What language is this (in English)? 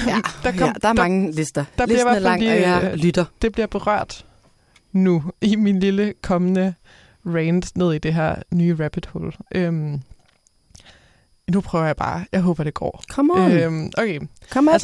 Danish